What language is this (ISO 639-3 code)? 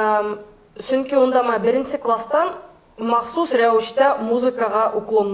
bak